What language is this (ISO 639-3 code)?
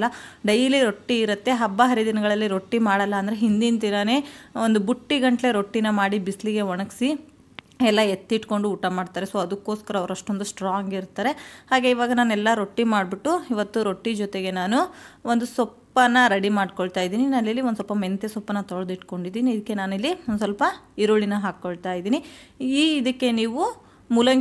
kan